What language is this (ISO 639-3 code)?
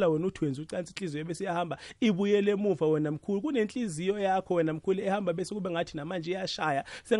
nbl